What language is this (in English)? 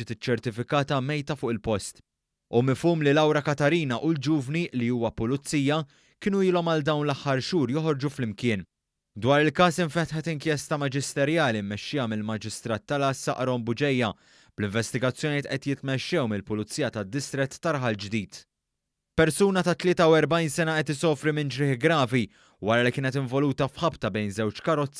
Maltese